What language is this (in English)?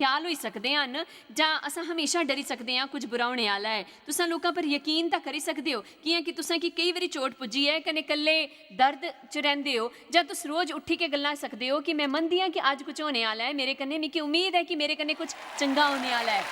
Dogri